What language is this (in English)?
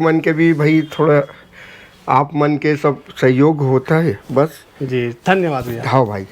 Chhattisgarhi